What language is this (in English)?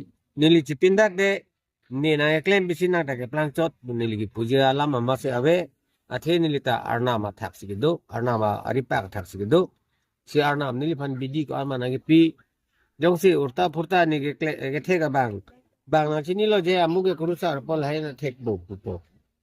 Karbi